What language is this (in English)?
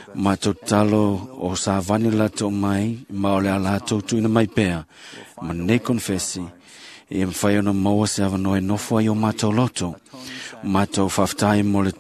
Samoan